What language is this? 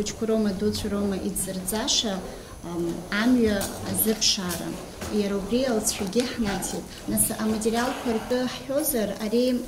Abkhazian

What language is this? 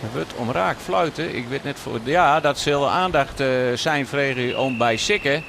Western Frisian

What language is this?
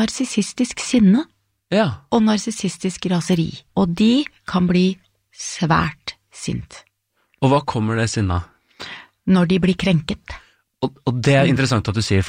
Norwegian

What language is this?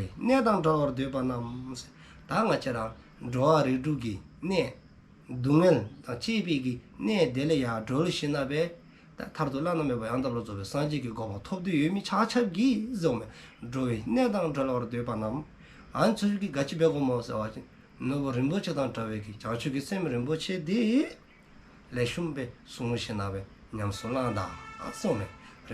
Dzongkha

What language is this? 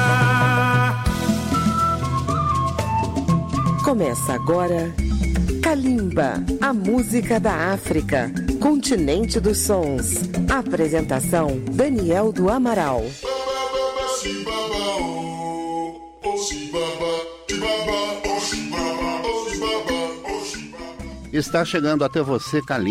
Portuguese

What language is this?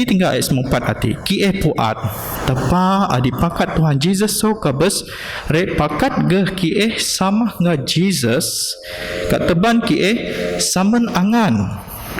Biatah Bidayuh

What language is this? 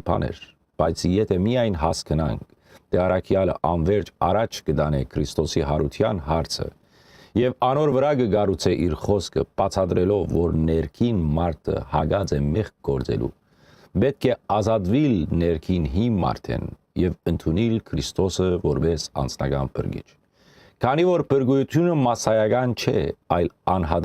Western Armenian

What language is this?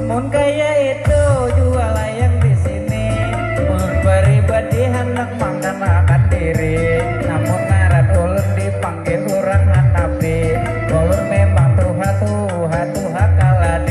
Banjar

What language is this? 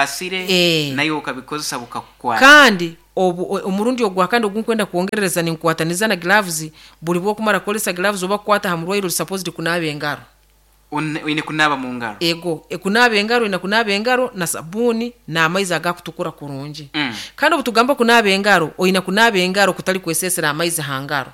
Nyoro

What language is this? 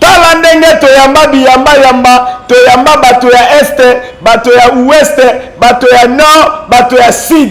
Lingala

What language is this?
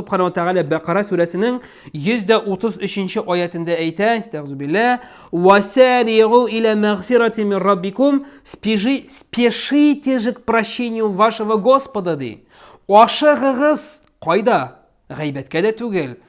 Tatar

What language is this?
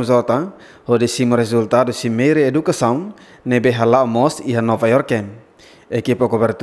Tetum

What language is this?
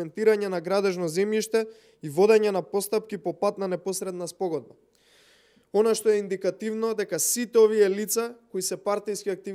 Macedonian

